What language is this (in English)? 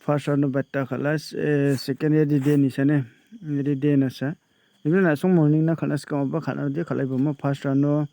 Garo